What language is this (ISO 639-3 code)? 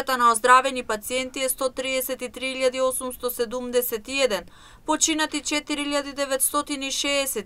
mkd